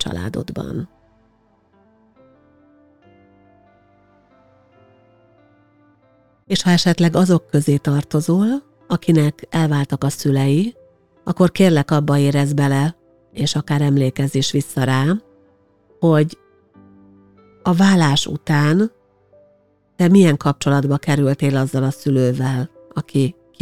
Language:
Hungarian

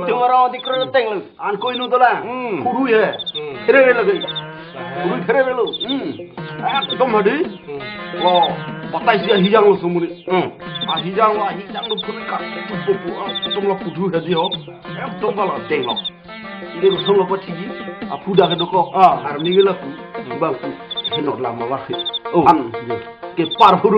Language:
Karbi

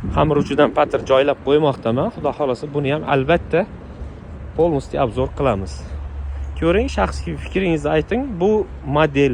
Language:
Uzbek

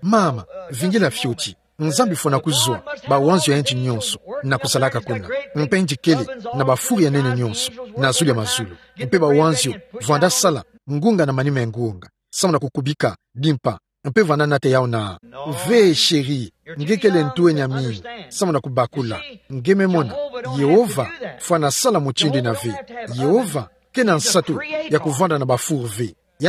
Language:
Kituba (Democratic Republic of Congo)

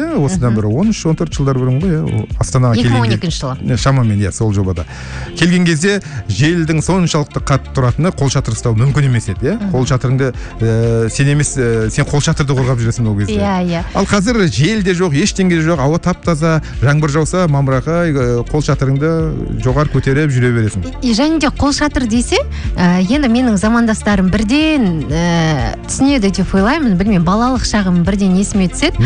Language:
Kazakh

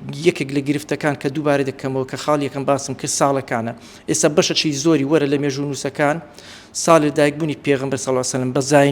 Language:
Central Kurdish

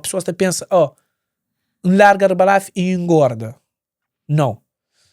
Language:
Kabuverdianu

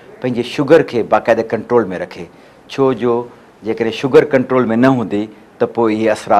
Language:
Sindhi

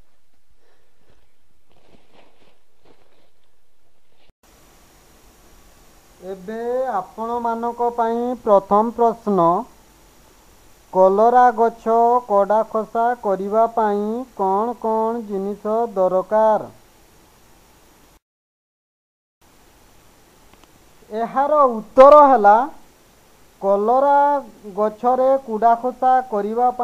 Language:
Odia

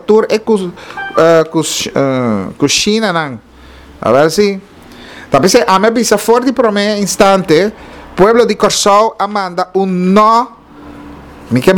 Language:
Papiamento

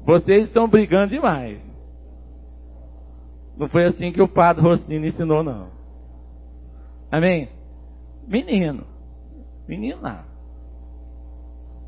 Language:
Portuguese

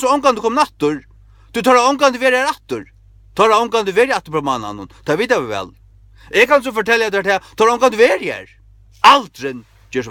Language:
Faroese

